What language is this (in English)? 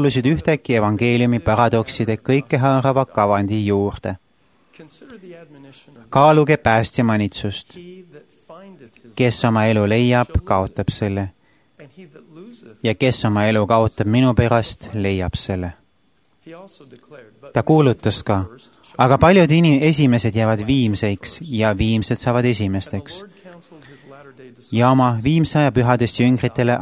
Estonian